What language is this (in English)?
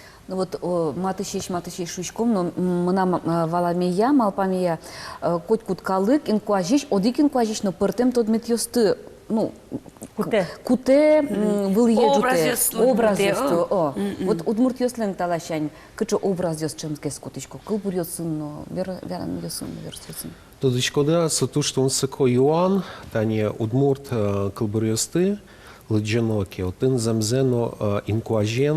Udmurt